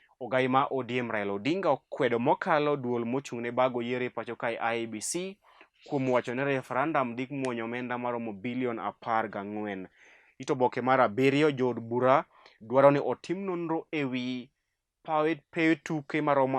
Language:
Luo (Kenya and Tanzania)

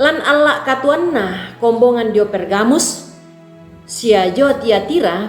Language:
Toraja-Sa'dan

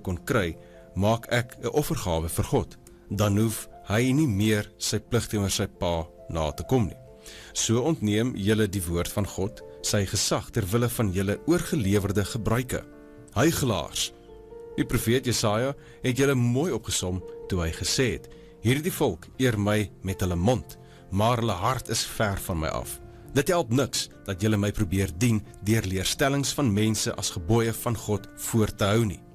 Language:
Afrikaans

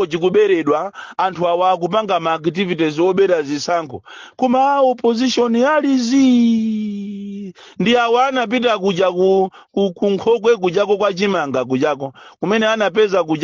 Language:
Nyanja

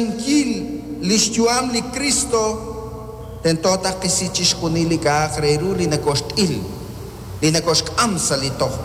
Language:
Kekchí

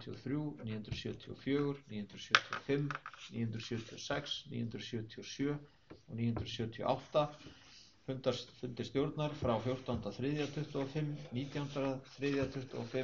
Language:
Icelandic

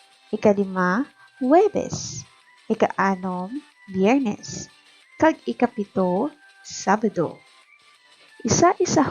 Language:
Hiligaynon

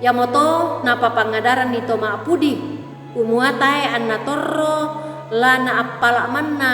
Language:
Toraja-Sa'dan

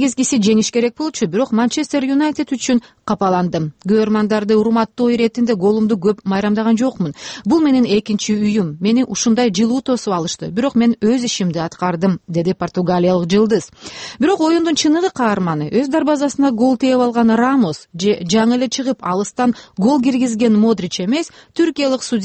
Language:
Kyrgyz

